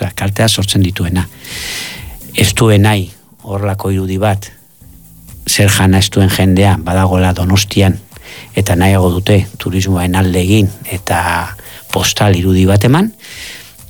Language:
Basque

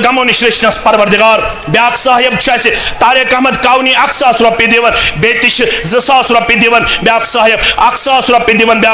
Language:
Kashmiri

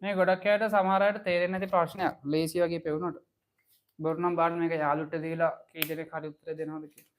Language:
Sinhala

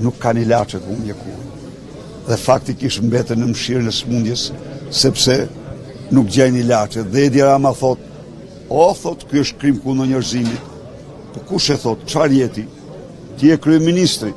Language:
Albanian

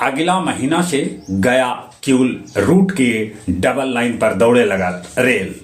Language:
Magahi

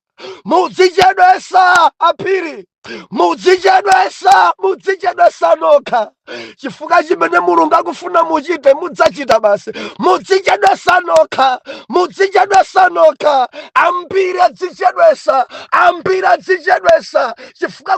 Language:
Nyanja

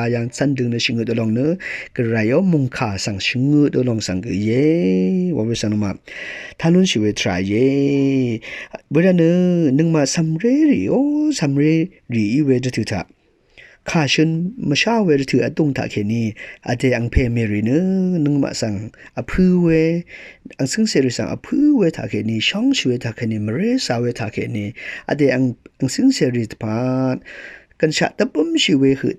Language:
Rawang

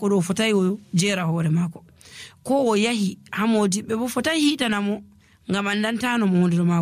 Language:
Nigerian Fulfulde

